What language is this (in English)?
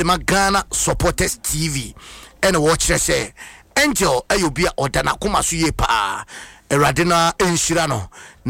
Akan